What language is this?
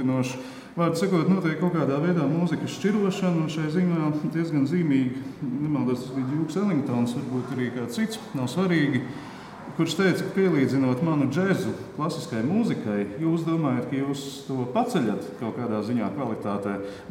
Latvian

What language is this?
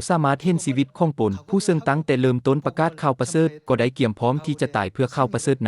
Lao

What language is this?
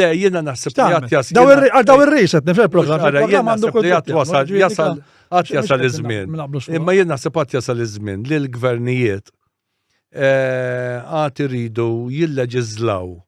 Maltese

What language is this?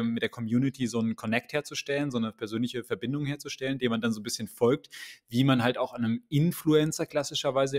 German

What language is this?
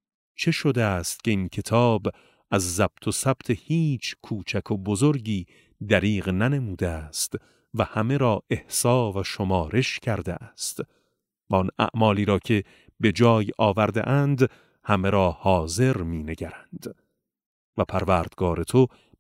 Persian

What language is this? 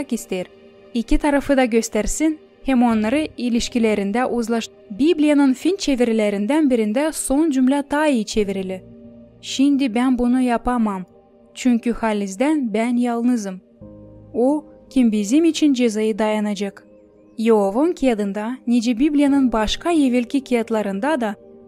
Gagauz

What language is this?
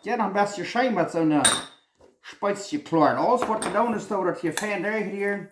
Plautdietsch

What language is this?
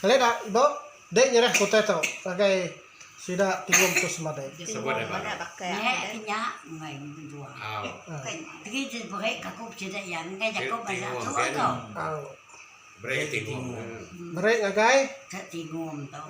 Iban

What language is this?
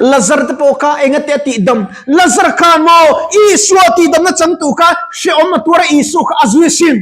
Mizo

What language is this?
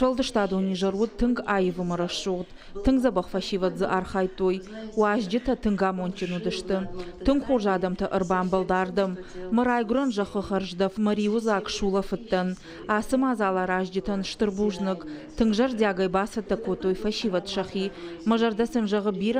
Ossetic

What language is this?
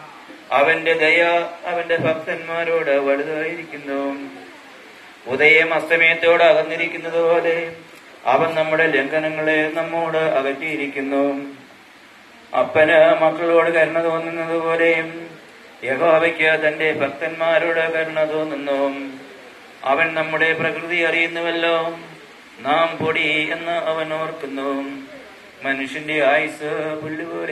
Malayalam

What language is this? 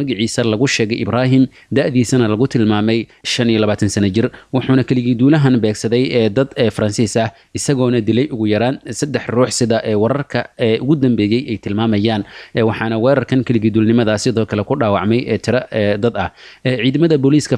Somali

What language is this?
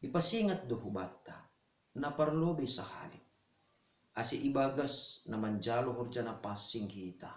Batak Simalungun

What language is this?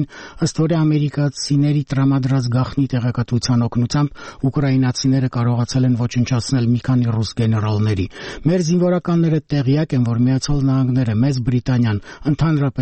Armenian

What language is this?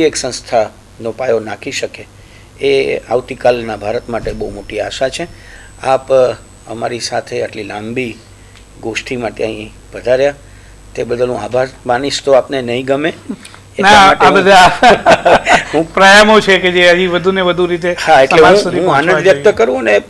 Gujarati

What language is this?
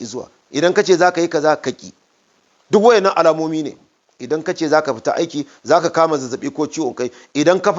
Hausa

